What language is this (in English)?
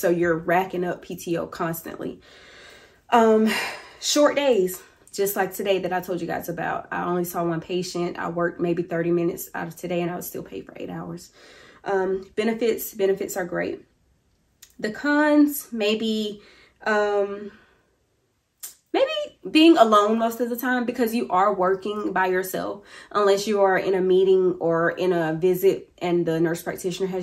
English